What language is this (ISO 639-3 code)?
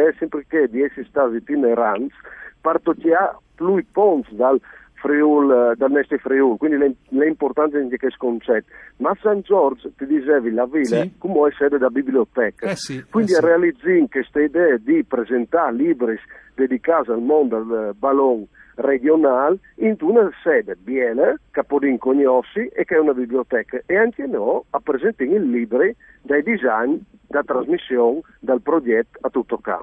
fur